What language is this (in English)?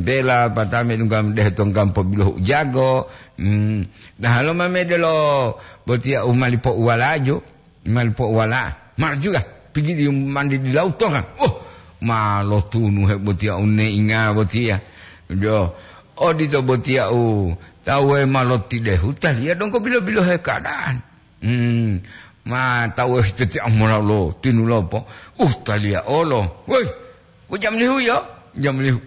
Gorontalo